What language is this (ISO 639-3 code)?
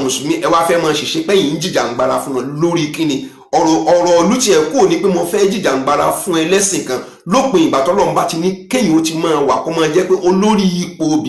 yor